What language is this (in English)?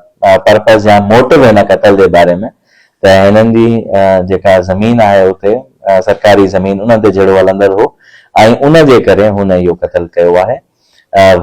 Sindhi